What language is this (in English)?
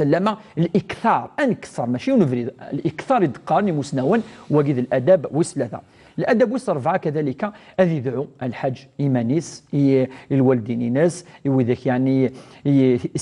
Kabyle